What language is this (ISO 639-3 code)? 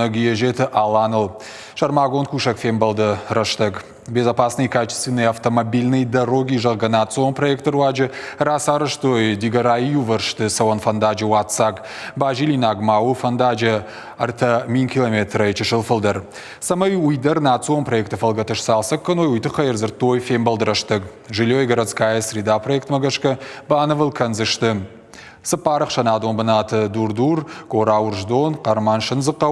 oss